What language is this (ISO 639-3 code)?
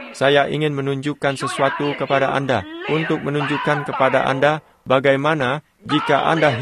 ind